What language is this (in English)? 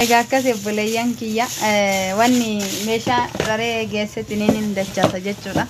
Oromo